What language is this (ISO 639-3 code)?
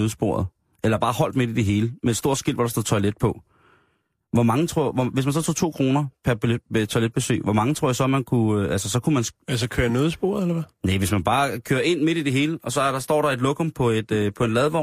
dan